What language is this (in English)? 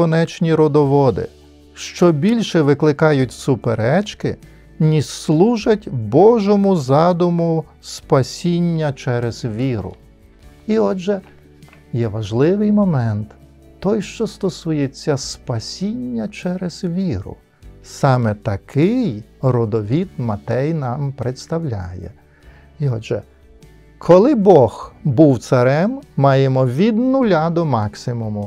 Ukrainian